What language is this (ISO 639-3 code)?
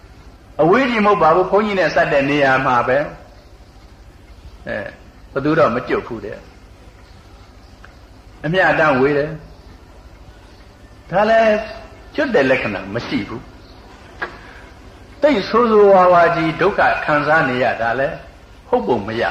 mya